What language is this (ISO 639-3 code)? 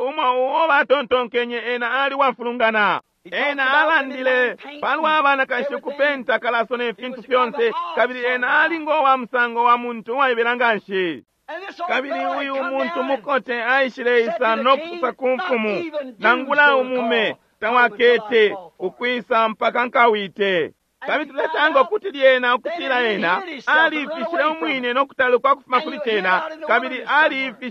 bem